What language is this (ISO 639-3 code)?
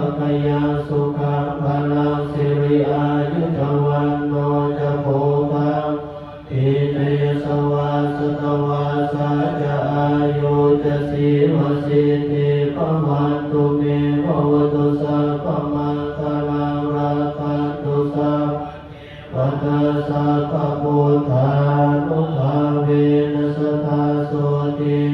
pli